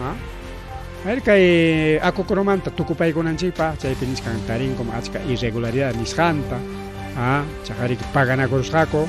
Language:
Ayacucho Quechua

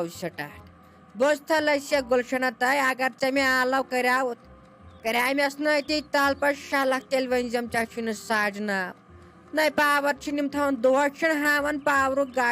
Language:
Kashmiri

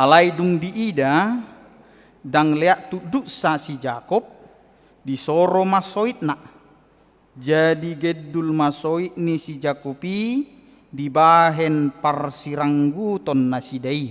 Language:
Batak Toba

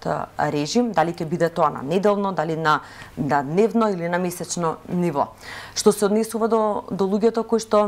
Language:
Macedonian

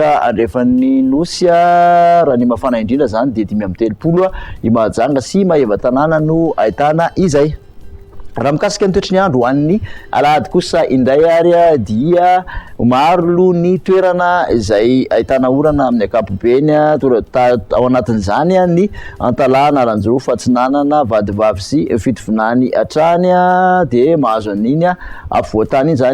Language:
Malagasy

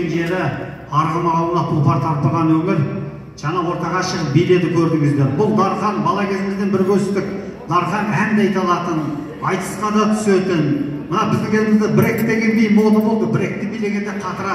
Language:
Kazakh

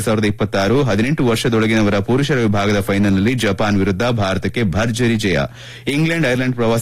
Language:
Kannada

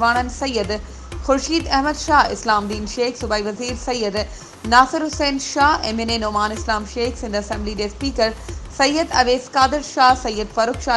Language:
Sindhi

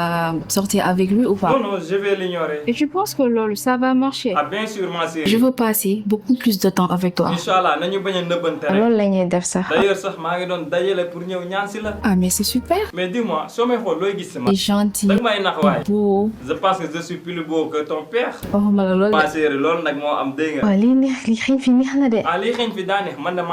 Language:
Wolof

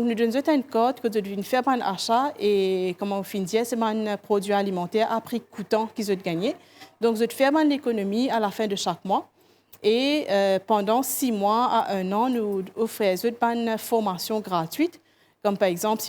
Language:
Morisyen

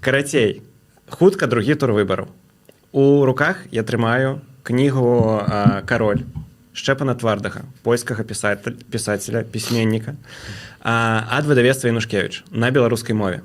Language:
Belarusian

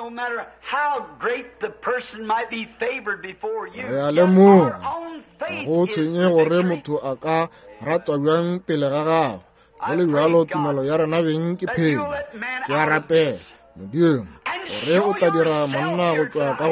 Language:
Northern Sotho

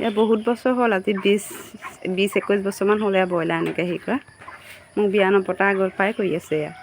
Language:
Assamese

